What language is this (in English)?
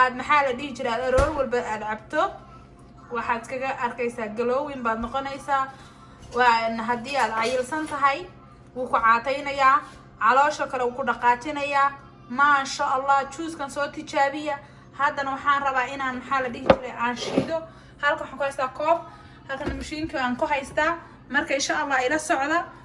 Somali